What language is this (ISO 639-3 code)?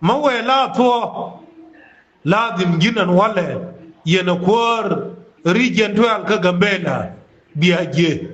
nus